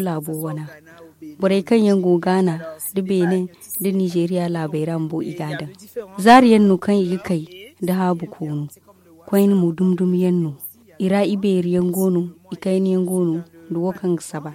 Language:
Zarma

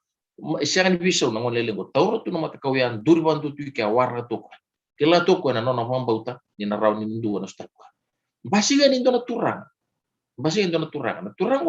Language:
Fijian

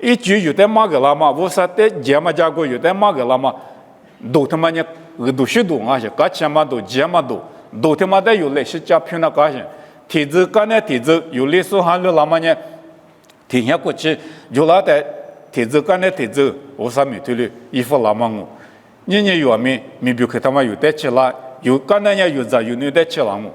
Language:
Lisu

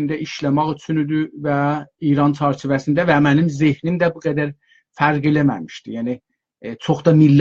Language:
South Azerbaijani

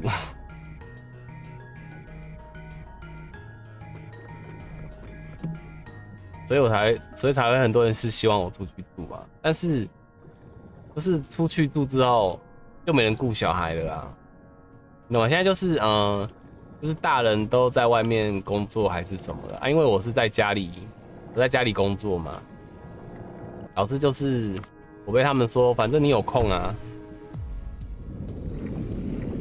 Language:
Chinese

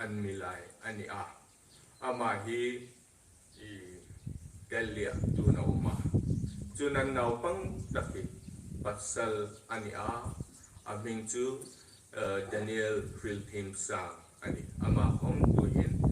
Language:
Hmar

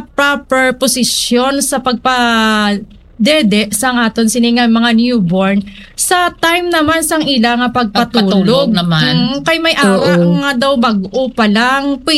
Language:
Hiligaynon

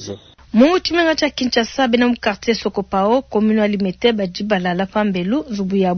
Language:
Luba-Lulua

